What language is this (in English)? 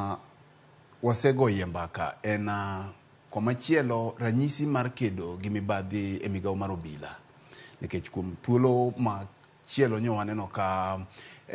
Luo (Kenya and Tanzania)